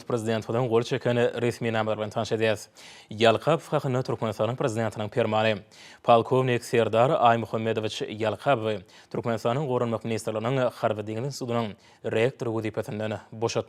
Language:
Turkmen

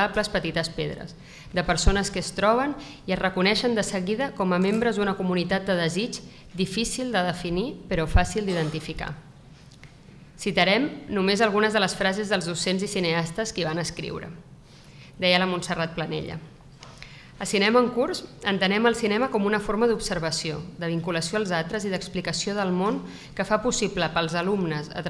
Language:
Catalan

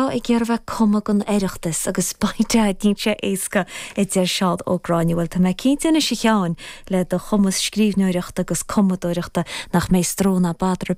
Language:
Irish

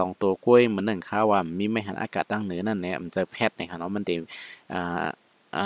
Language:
Shan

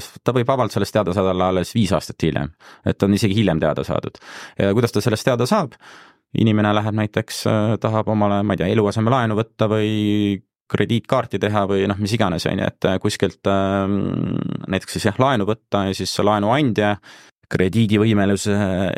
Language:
Estonian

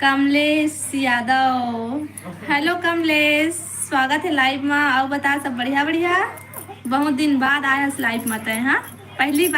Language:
Chhattisgarhi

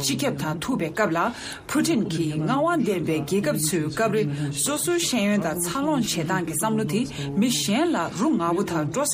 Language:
Tibetan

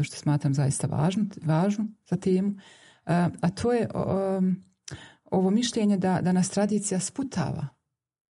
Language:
Bosnian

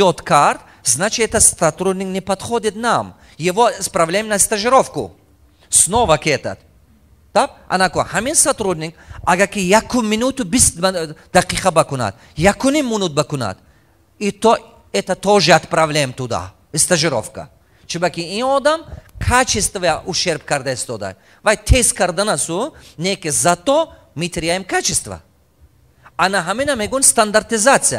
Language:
Tajik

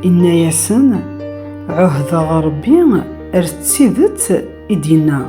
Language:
Kabyle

